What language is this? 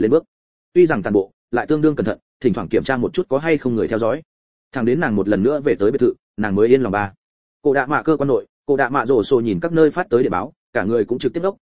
Vietnamese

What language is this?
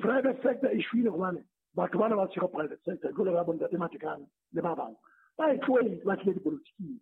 Southern Sotho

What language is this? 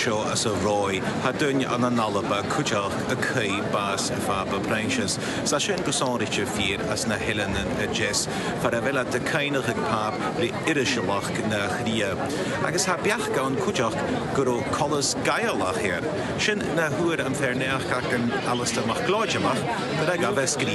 Scottish Gaelic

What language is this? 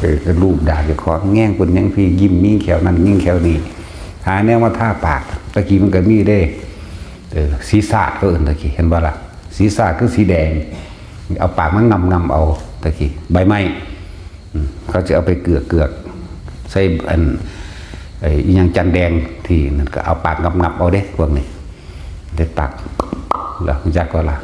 Northeastern Thai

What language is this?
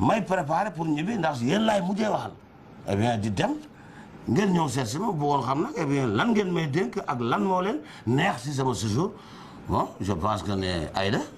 Wolof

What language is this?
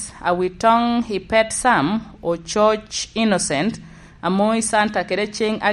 Lango (Uganda)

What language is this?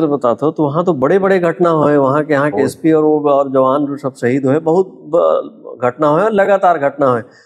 Chhattisgarhi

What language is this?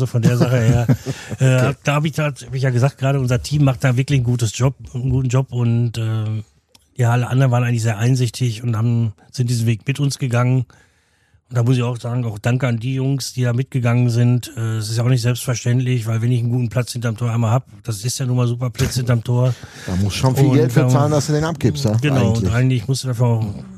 German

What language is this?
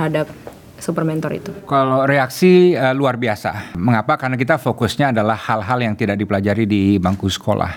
Indonesian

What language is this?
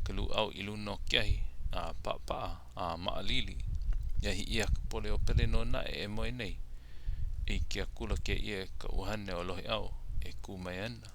Hawaiian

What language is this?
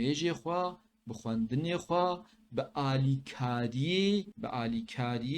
Kurdish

